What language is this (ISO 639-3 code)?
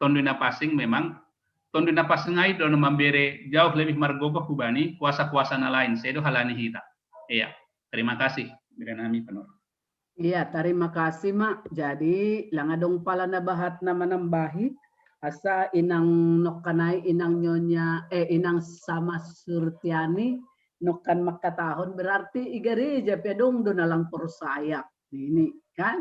bts